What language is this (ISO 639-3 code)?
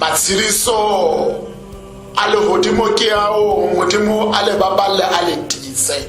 tsn